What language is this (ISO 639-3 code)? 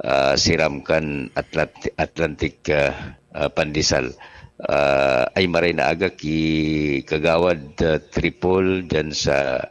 bik